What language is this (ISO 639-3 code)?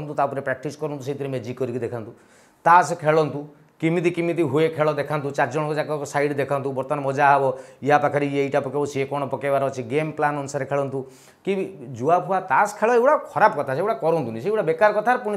ori